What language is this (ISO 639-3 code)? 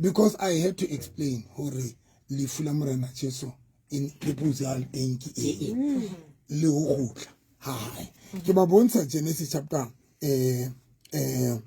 sot